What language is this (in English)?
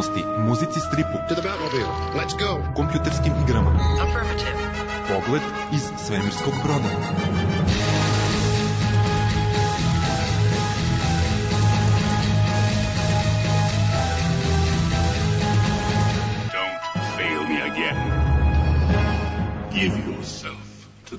Serbian